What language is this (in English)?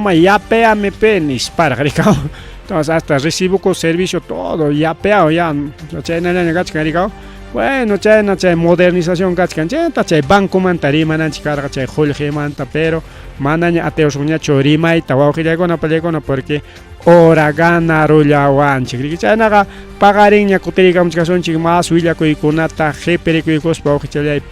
Ayacucho Quechua